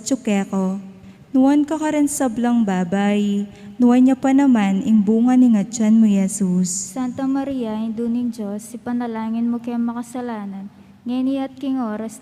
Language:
Pampanga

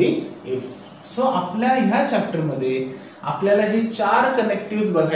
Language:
Marathi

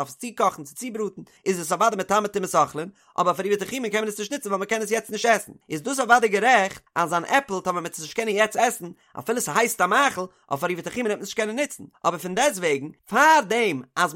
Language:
Yiddish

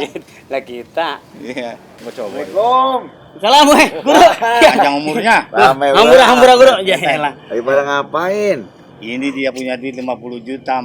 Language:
Betawi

